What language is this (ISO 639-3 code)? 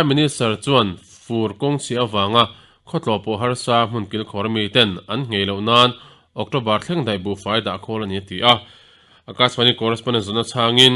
lus